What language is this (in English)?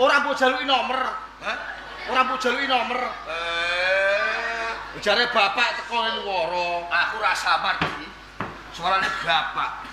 Javanese